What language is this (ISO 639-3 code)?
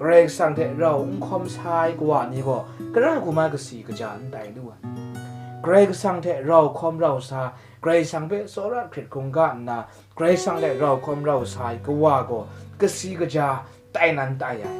kac